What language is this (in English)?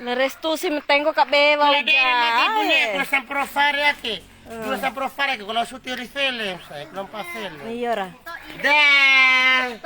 Bima